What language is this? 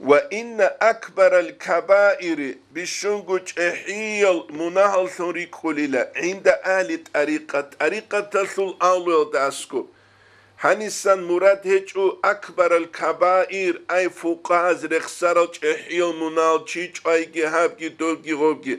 Avaric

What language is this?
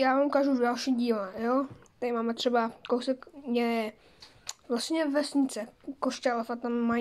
Czech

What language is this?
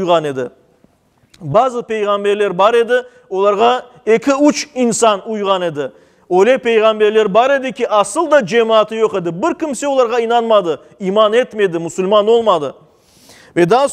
Crimean Tatar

